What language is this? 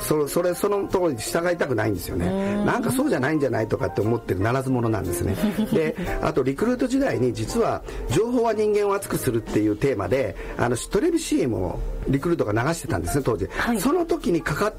Japanese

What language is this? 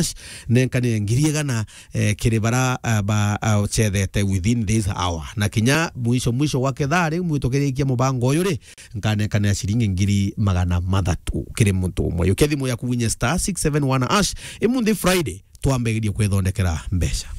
Meru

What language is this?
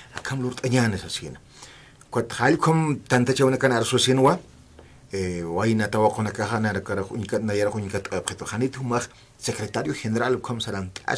Aymara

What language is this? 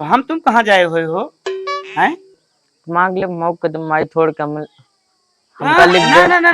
Awadhi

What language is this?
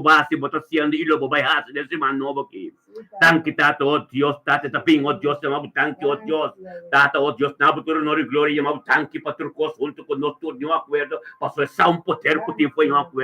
Papiamento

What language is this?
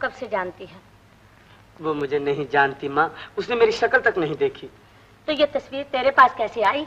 Hindi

